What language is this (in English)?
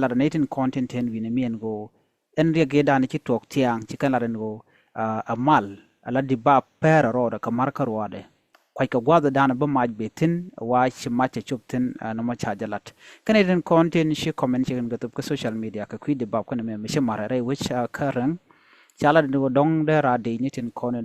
Nuer